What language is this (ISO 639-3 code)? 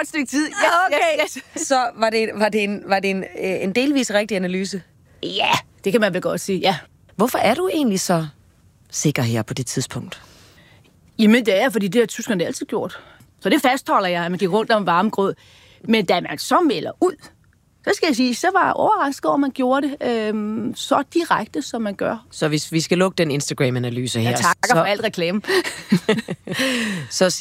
dan